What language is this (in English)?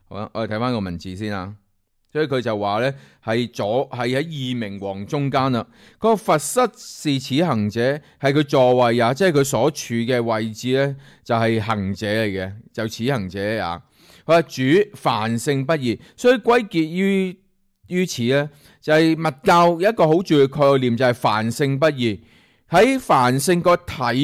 Cantonese